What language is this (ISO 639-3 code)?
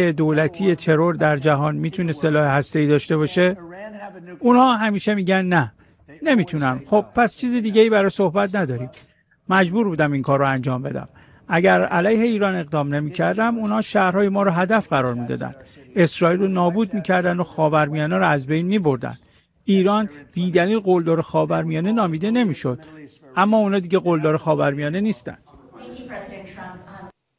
fas